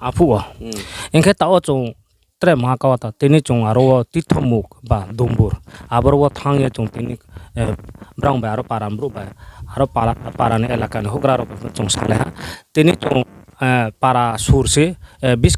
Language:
Riang (India)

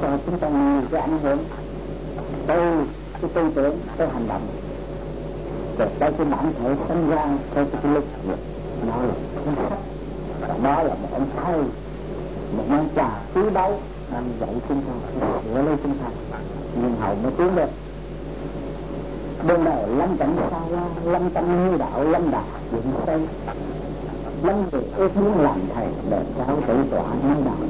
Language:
Vietnamese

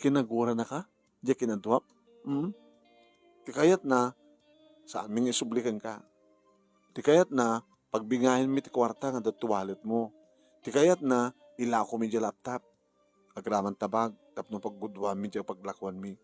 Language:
Iloko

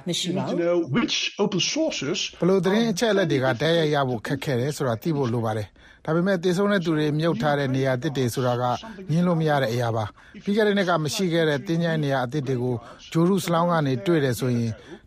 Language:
Burmese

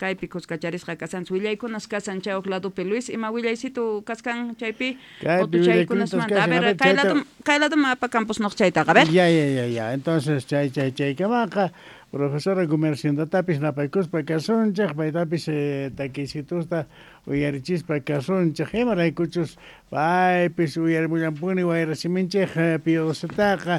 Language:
South Bolivian Quechua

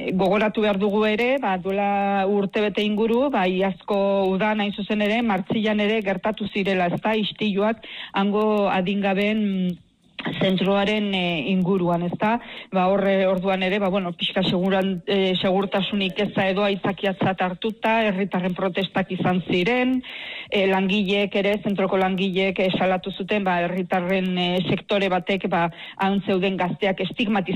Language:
Basque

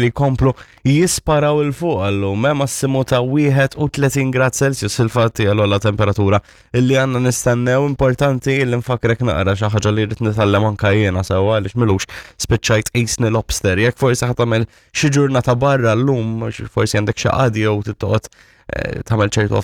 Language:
Maltese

